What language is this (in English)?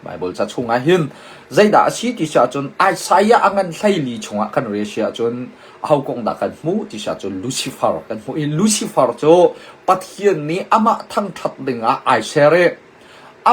Hakha Chin